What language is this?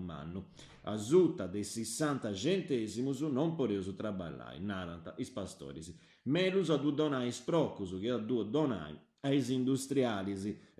Sardinian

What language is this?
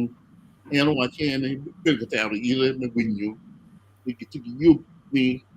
Acoli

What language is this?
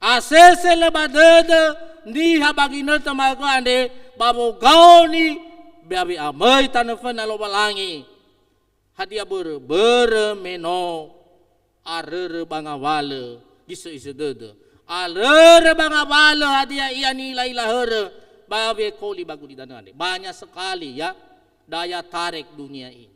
Nias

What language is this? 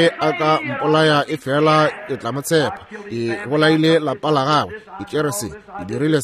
Northern Sotho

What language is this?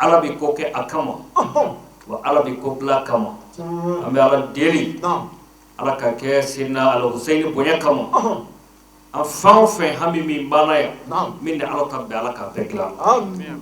Bambara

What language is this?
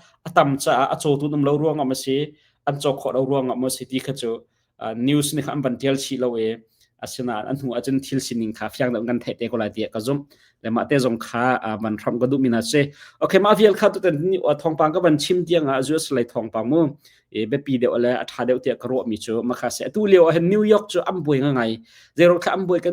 Hakha Chin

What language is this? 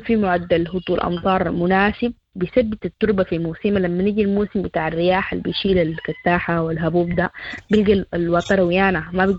Sudanese Arabic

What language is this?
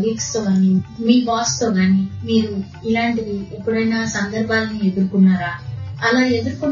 Telugu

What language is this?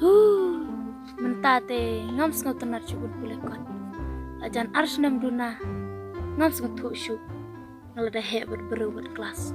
Khasi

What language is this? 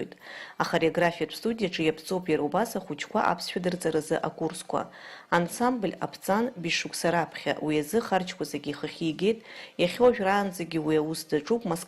Abkhazian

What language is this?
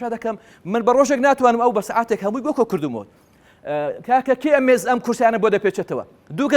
Central Kurdish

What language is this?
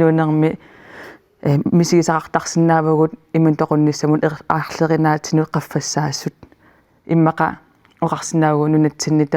Kalaallisut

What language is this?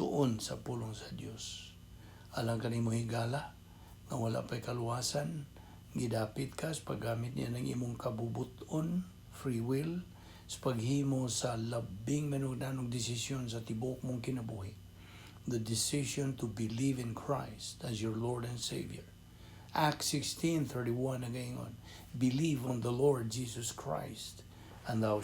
Cebuano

